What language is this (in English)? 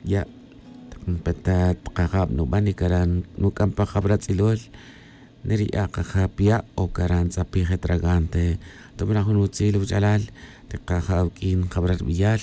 Tz'utujil